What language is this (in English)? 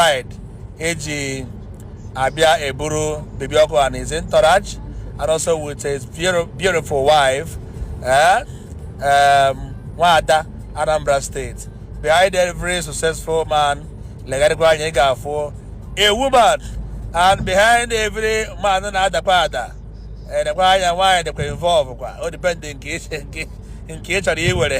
Igbo